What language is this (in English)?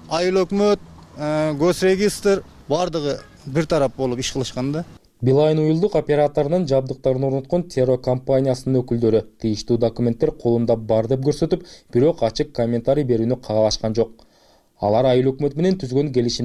Kyrgyz